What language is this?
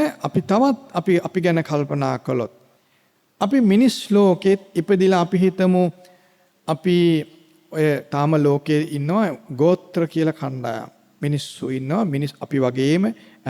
Sinhala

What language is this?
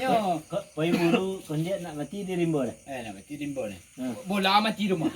Minangkabau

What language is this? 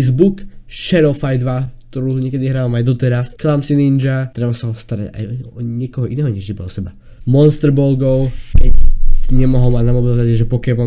Slovak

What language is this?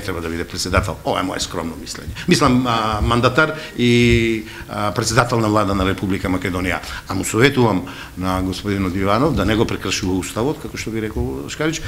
Macedonian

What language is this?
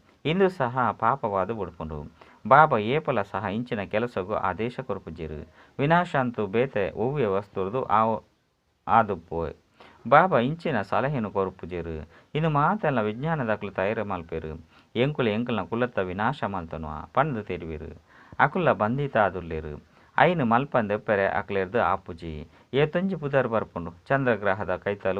Tulu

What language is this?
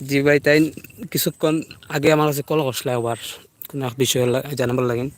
Sylheti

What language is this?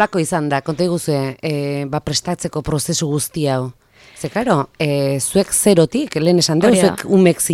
Basque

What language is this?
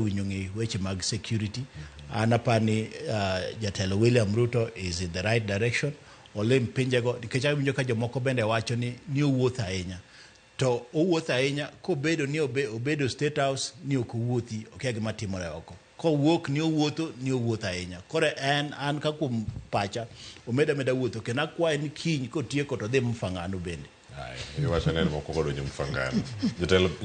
Luo (Kenya and Tanzania)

